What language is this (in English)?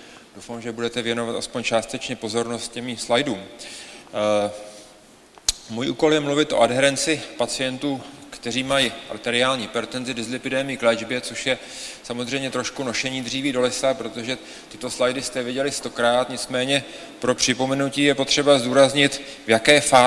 Czech